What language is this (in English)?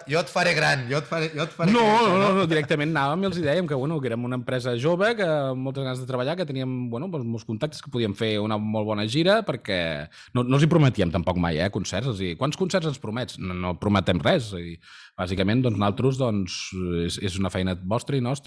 Catalan